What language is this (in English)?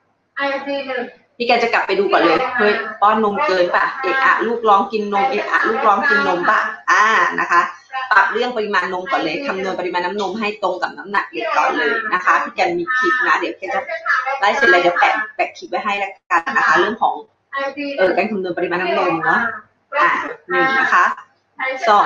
Thai